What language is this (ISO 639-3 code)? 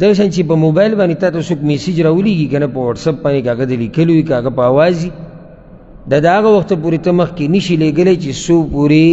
pus